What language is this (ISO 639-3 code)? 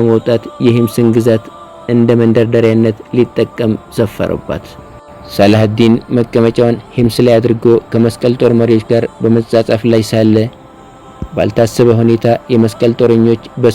amh